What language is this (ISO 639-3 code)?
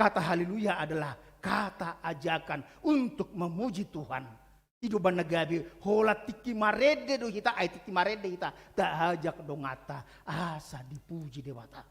bbc